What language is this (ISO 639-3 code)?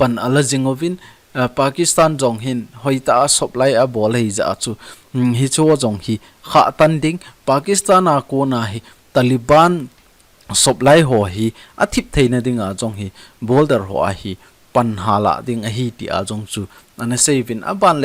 tcz